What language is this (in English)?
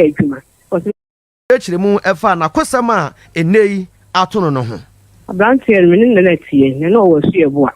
Akan